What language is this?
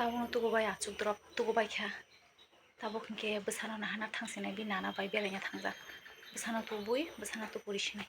Kok Borok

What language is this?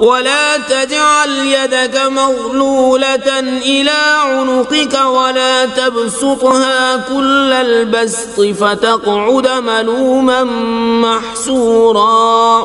Kashmiri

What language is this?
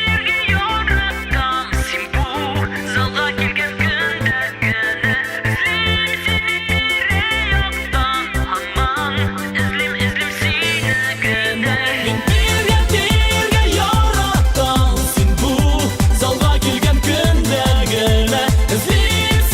Tatar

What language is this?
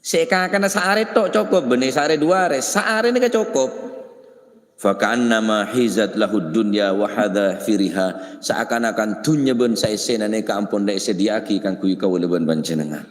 Madurese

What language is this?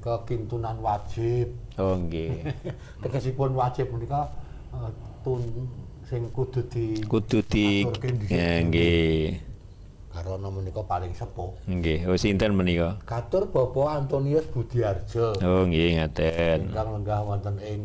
Javanese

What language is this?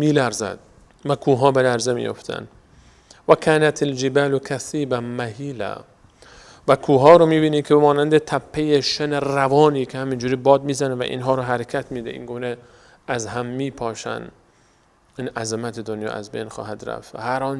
Persian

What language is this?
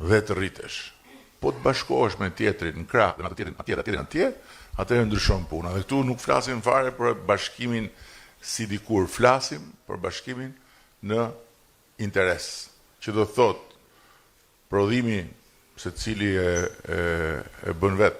Albanian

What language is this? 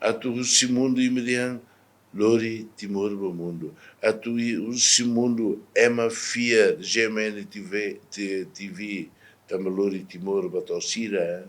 Tetum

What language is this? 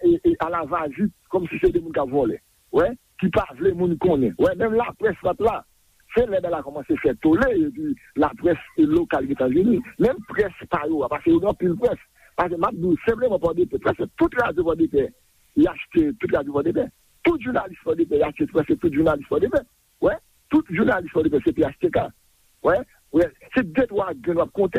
Haitian Creole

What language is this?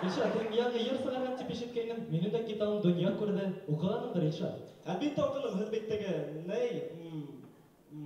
Bashkir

